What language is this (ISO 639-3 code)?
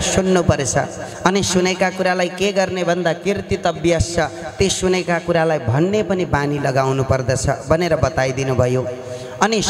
nep